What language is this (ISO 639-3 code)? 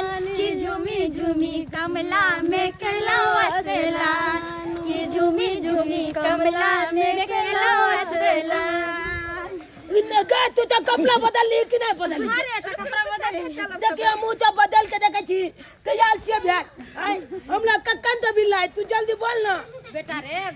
mai